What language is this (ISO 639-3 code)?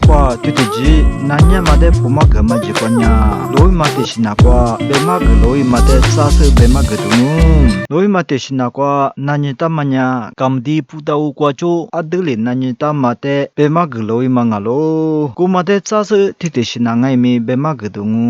lis